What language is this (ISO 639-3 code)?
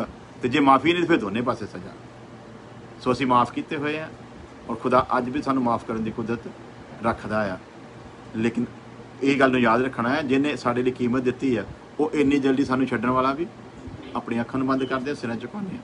pan